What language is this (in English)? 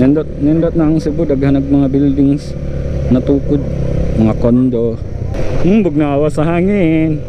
Cebuano